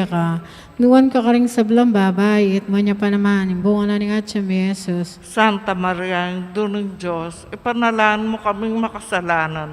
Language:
Pampanga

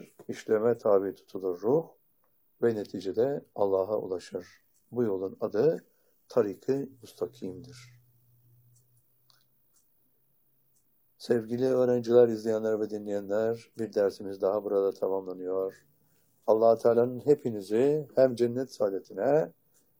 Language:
Turkish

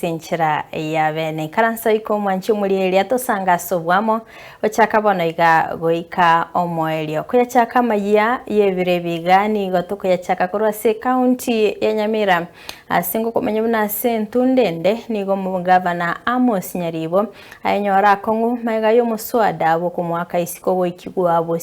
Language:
Gusii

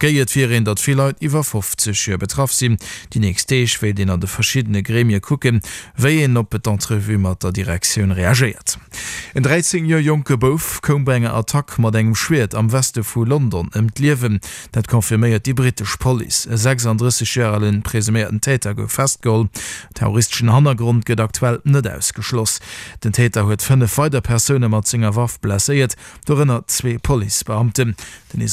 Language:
Luxembourgish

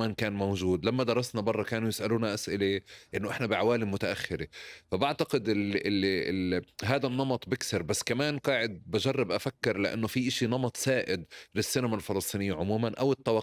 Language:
North Levantine Arabic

